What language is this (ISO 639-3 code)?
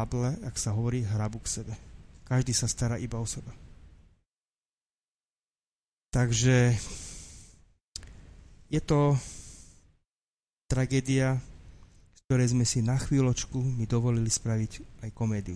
slk